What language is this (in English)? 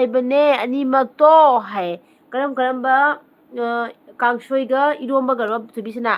Manipuri